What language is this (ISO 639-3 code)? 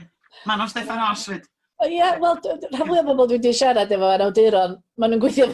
cym